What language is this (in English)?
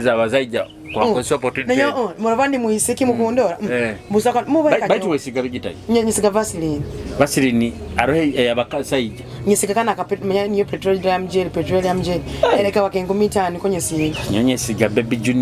Nyoro